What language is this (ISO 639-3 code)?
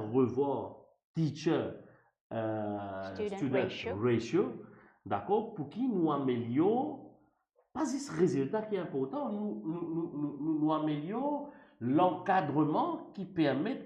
mfe